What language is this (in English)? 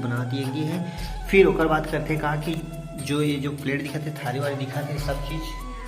Chhattisgarhi